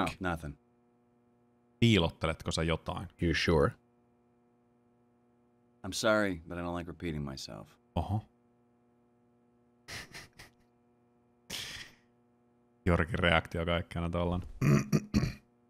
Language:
Finnish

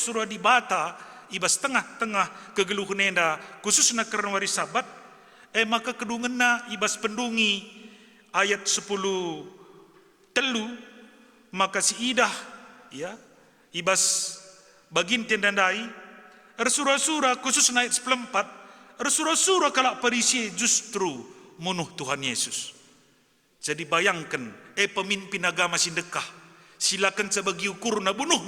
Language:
Batak Karo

